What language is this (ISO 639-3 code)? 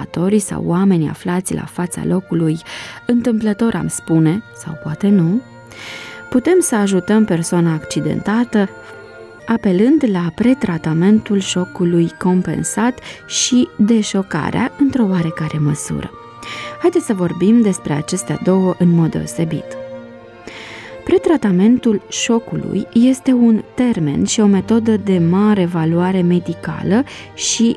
ron